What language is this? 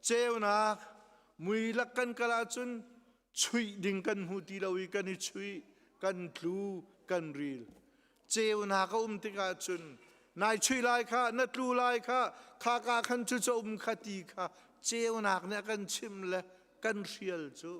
Hakha Chin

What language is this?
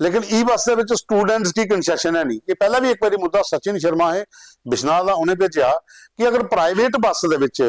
Dogri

